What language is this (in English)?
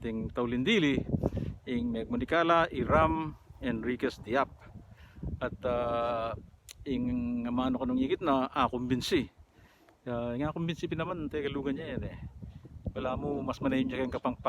Pampanga